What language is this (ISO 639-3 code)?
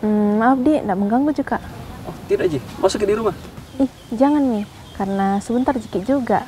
mfp